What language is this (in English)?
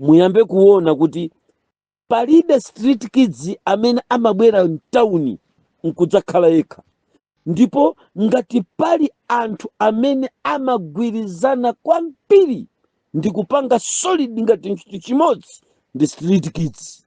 Nyanja